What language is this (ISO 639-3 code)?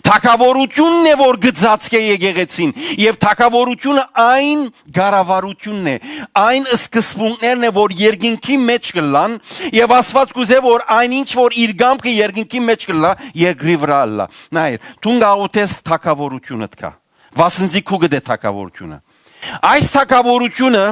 hyw